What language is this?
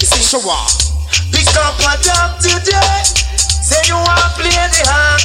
Jamaican Creole English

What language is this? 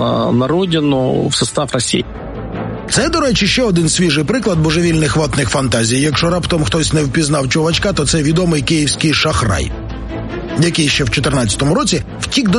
Ukrainian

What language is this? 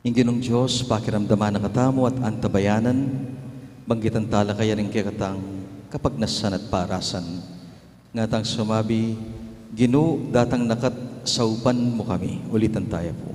Pampanga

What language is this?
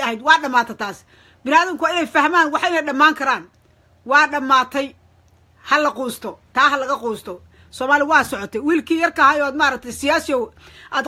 Somali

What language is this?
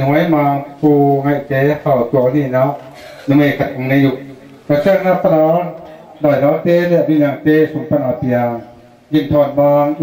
Tedim Chin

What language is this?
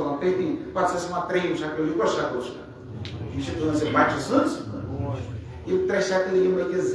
Kashmiri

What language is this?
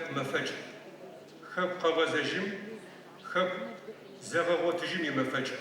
Adyghe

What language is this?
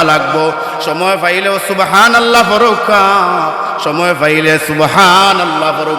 Sylheti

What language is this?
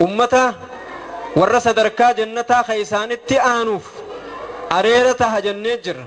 Oromo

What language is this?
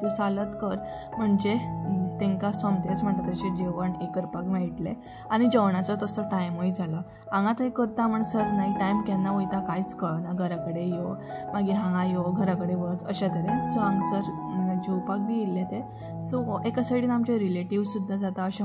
Konkani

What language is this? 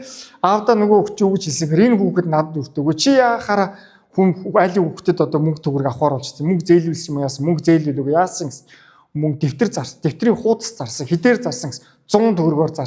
Mongolian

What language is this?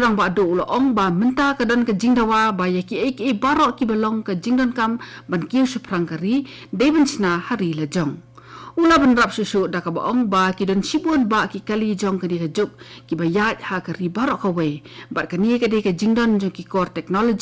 Khasi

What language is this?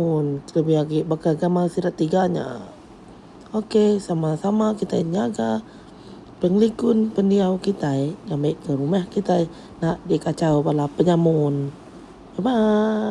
Iban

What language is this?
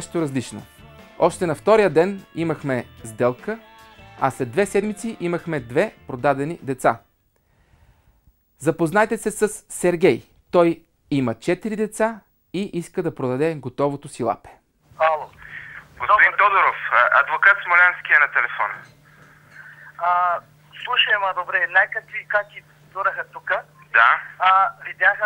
Bulgarian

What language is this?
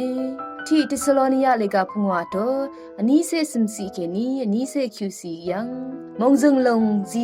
Rawang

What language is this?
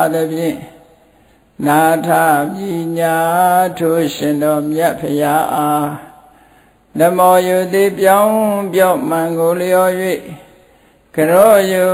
Burmese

